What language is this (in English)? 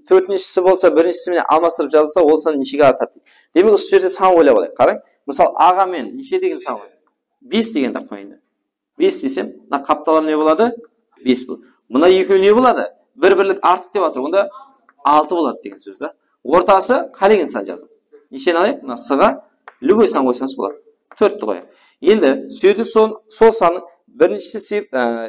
Kara-Kalpak